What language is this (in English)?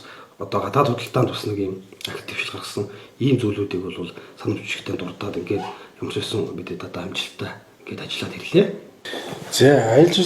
Mongolian